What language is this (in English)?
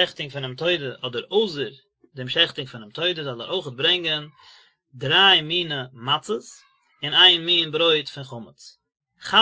Yiddish